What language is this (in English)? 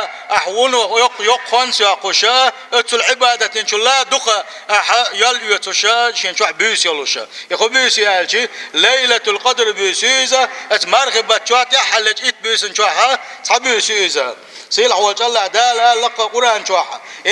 Chechen